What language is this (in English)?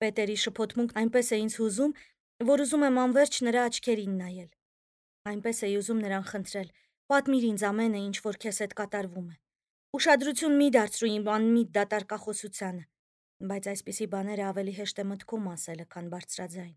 Armenian